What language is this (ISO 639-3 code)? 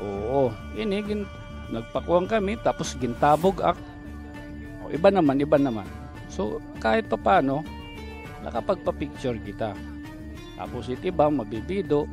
war